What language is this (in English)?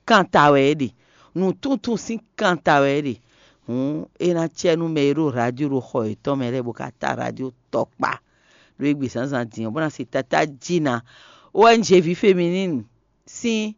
Fon